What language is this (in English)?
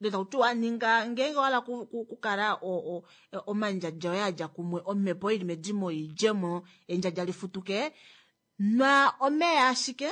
Kuanyama